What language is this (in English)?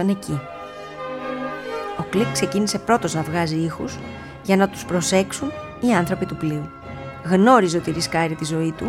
Greek